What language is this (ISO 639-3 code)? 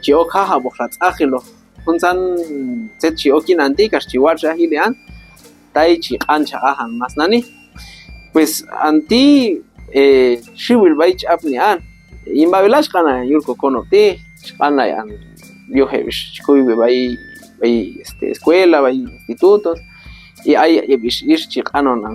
kjb